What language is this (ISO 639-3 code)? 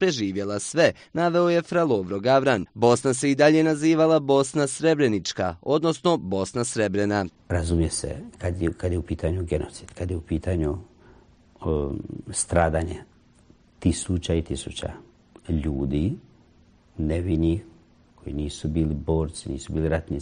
bos